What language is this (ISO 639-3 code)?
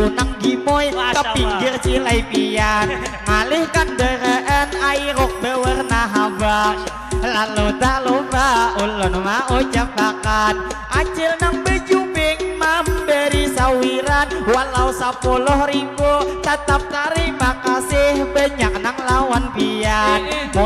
bjn